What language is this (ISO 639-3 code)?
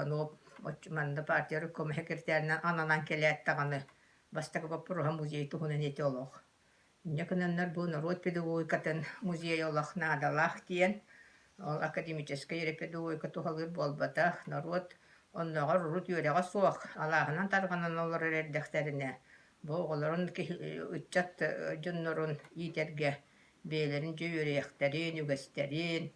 sah